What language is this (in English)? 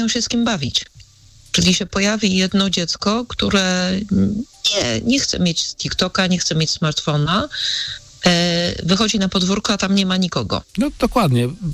Polish